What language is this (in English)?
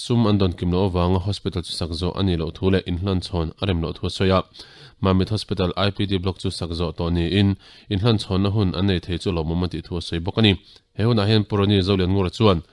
Mizo